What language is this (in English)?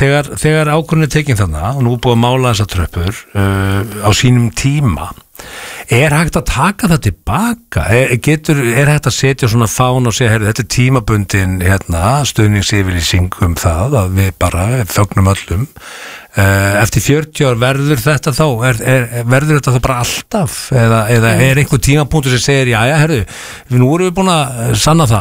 Icelandic